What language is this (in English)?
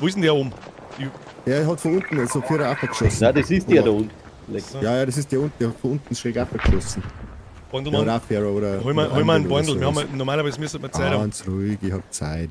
Bavarian